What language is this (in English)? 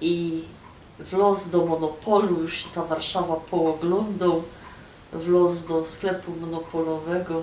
Silesian